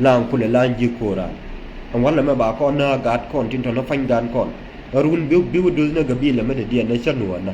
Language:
Nuer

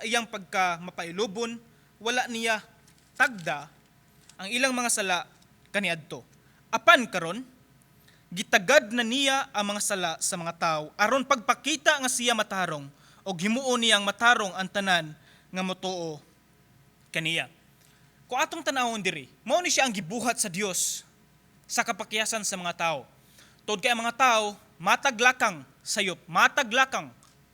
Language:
Cebuano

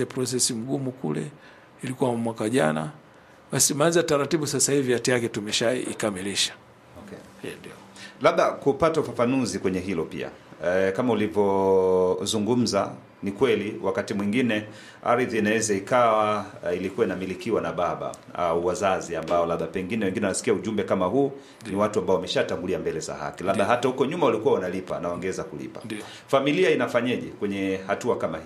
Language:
Swahili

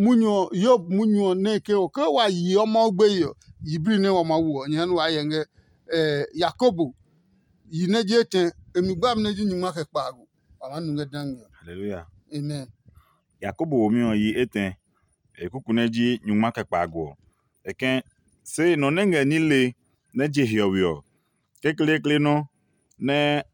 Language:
Adangme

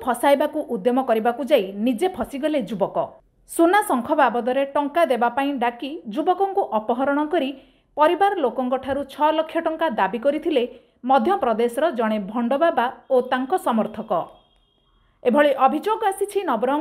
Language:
Odia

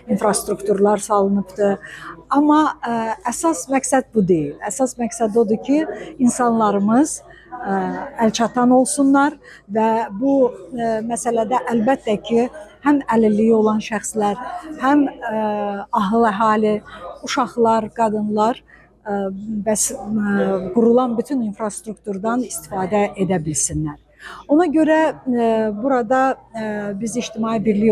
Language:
Azerbaijani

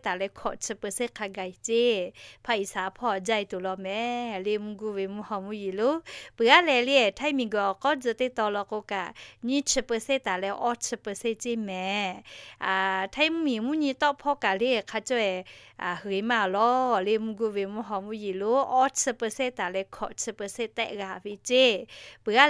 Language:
Lahu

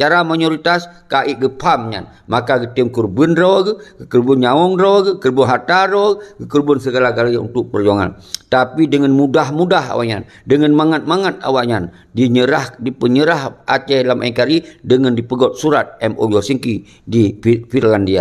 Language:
Achinese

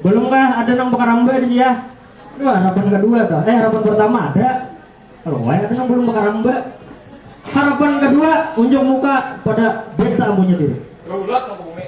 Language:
Banjar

